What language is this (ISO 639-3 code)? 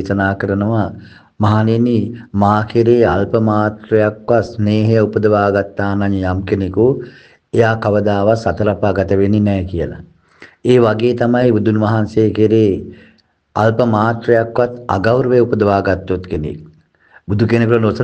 sin